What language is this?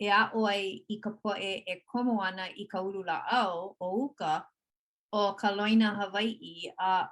Hawaiian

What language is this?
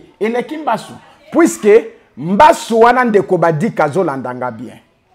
Lingala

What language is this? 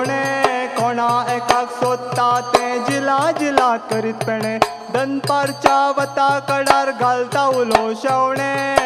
Konkani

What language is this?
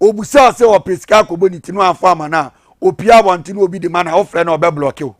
Akan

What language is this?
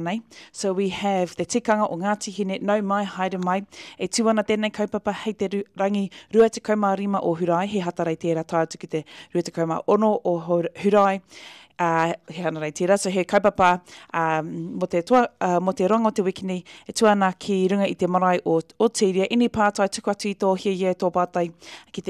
Māori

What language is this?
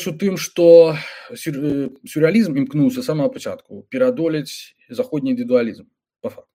Belarusian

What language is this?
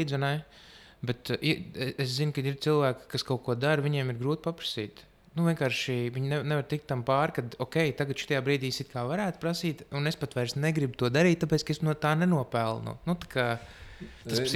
Latvian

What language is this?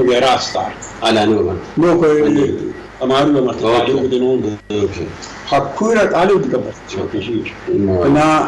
Sidamo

